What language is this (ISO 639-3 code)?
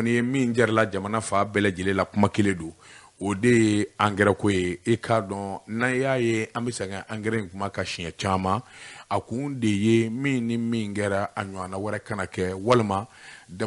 bam